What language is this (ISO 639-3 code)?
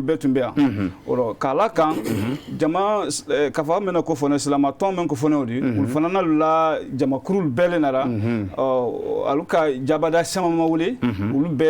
bam